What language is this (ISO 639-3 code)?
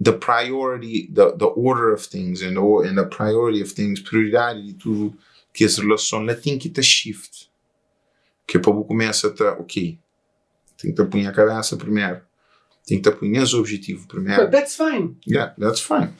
kea